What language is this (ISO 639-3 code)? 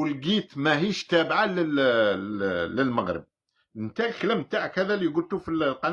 arq